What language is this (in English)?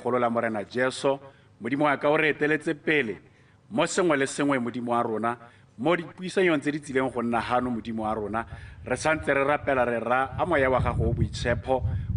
Tswana